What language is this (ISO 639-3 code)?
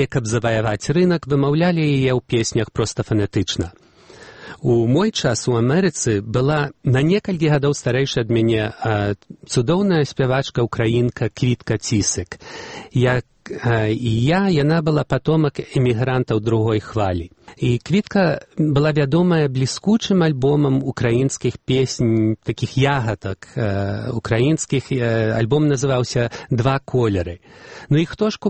bel